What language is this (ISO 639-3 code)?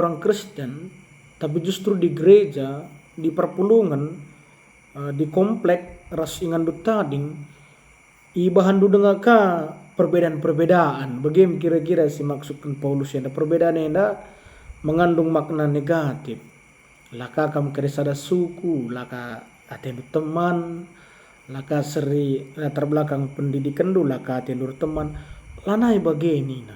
btx